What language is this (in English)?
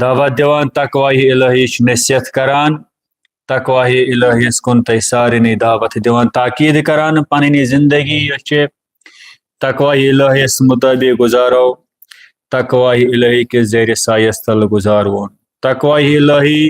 Kashmiri